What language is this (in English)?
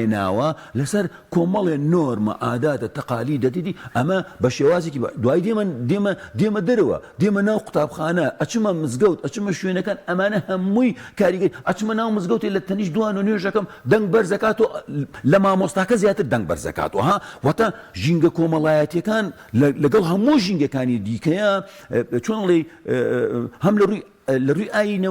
Central Kurdish